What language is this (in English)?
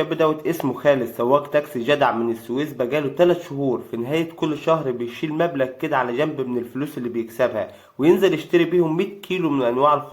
Egyptian Arabic